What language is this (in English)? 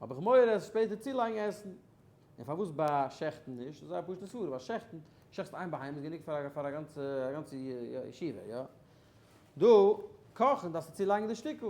Yiddish